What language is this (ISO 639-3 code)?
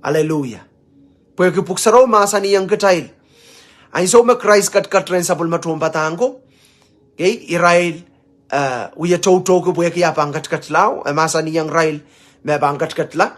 pon